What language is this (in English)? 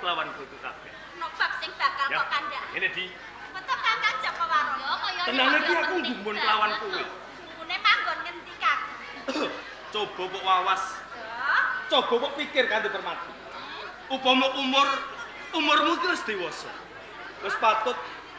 Javanese